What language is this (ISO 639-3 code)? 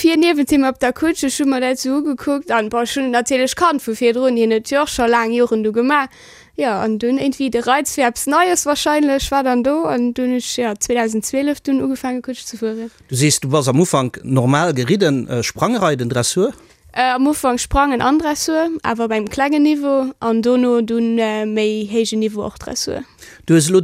ltz